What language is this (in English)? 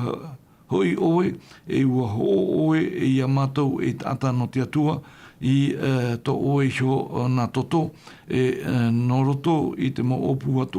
Tahitian